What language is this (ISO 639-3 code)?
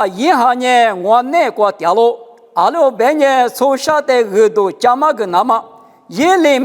lis